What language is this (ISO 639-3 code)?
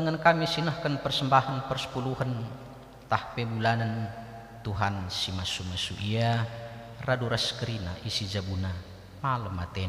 btx